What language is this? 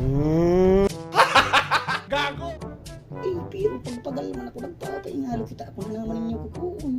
Bikol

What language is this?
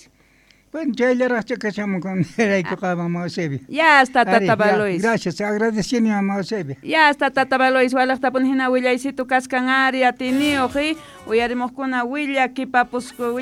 South Bolivian Quechua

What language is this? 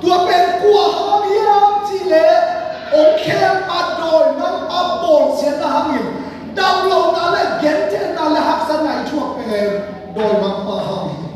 Tedim Chin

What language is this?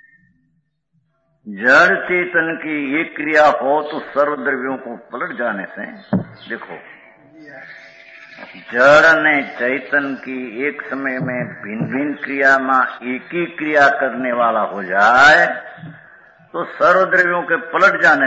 Hindi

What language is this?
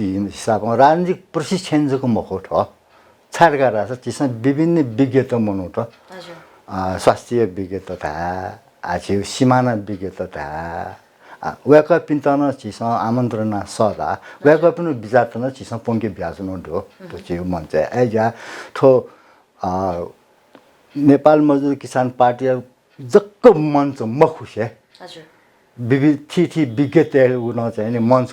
Newari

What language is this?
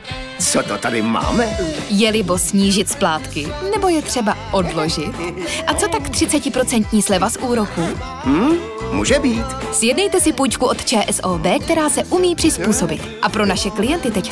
Czech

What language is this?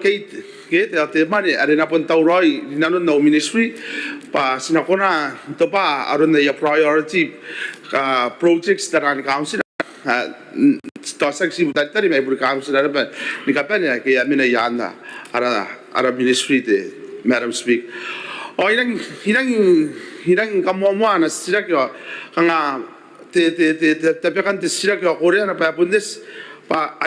Gilbertese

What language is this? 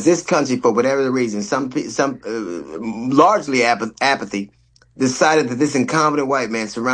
English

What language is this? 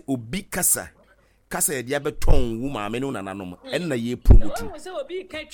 Akan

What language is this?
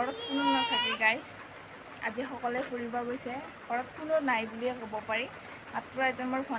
Assamese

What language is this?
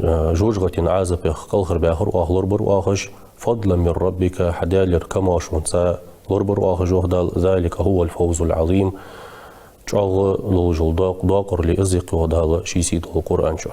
Ingush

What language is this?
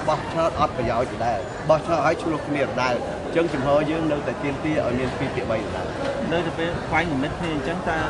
Khmer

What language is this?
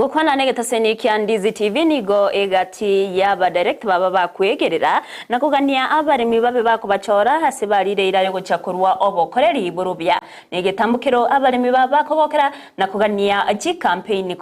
Gusii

